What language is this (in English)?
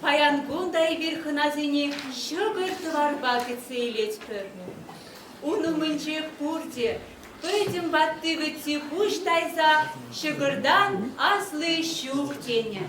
Chuvash